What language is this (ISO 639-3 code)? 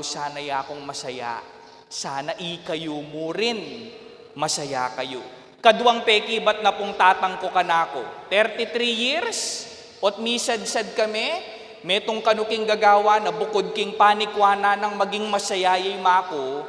pam